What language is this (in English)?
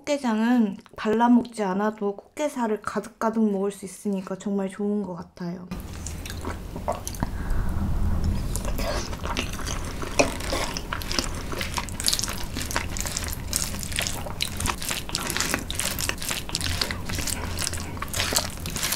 Korean